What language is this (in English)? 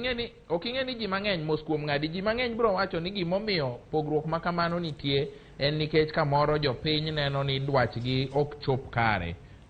Luo (Kenya and Tanzania)